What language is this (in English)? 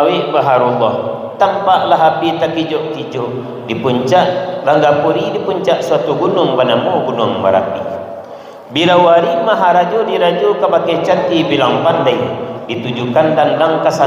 Minangkabau